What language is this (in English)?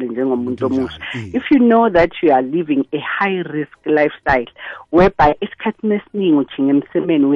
South Ndebele